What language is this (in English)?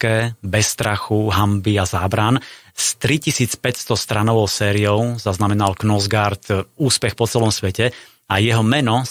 Slovak